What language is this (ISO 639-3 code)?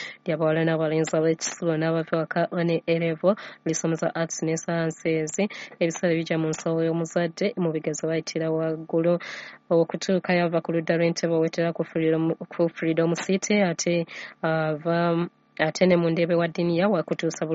lug